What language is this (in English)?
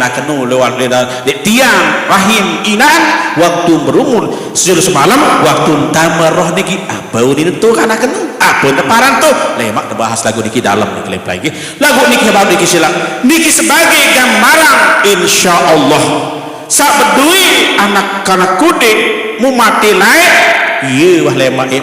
Sasak